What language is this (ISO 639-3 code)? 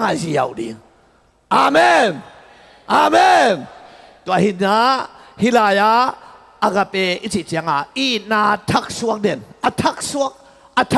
ctd